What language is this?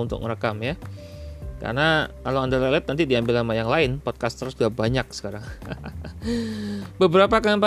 Indonesian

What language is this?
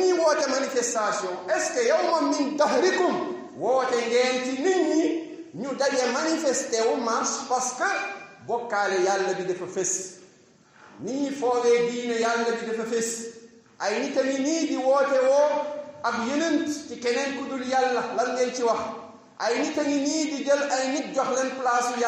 Wolof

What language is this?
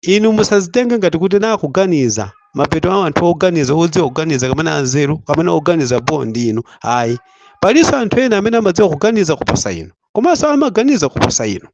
Nyanja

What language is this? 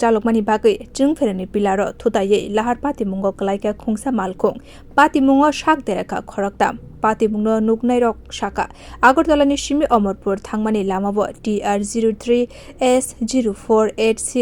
Kok Borok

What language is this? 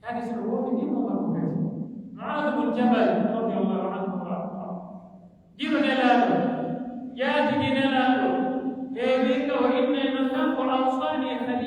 Pular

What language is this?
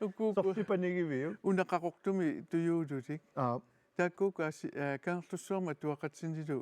Kalaallisut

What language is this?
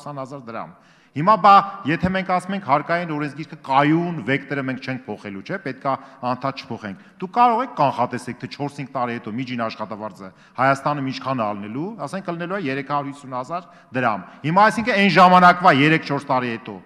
Armenian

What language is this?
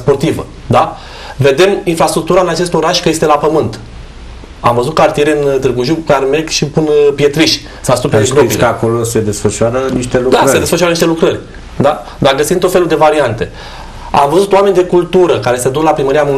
Romanian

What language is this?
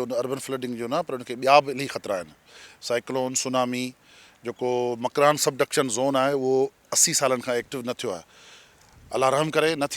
Sindhi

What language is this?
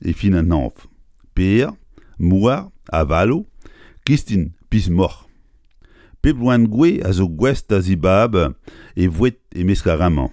Breton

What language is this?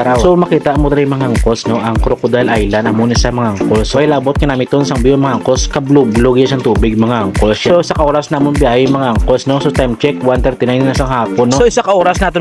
Hiligaynon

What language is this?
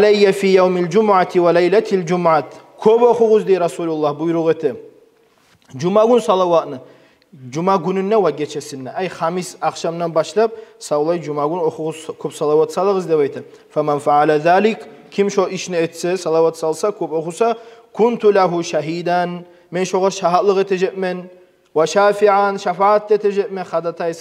Kumyk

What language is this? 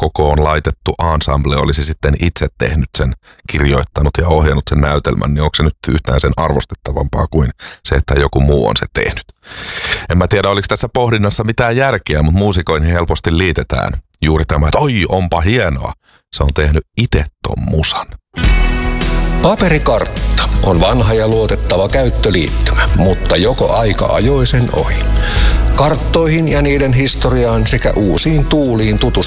Finnish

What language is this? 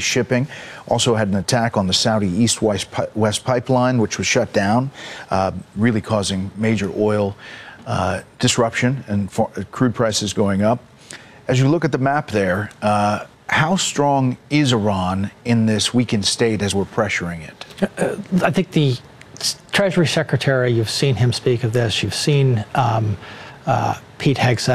English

